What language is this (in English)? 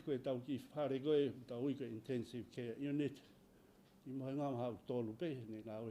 Tongan